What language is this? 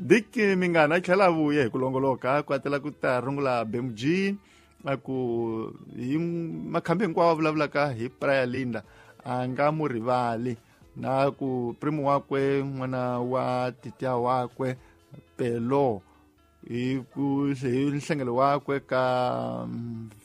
Tsonga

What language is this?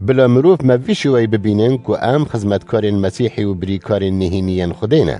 Kurdish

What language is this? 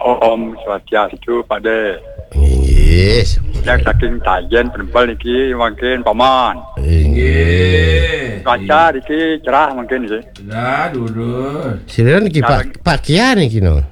Balinese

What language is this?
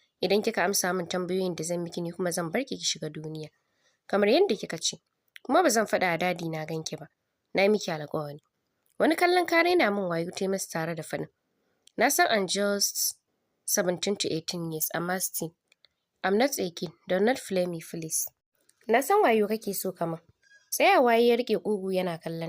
Hausa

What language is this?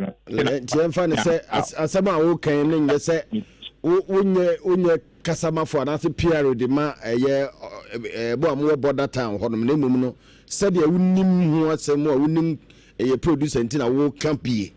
Akan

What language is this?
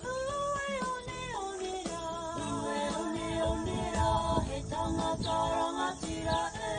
Māori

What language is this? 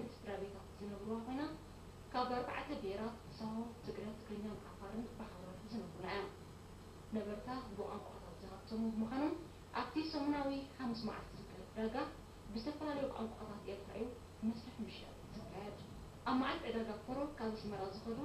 Tigrinya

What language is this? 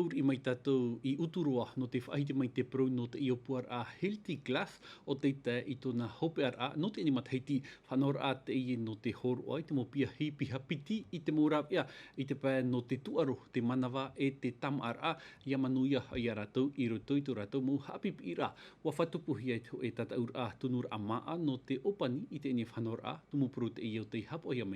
Tahitian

